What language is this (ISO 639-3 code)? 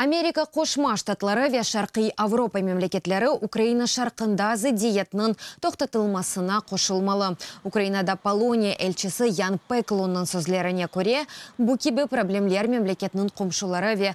crh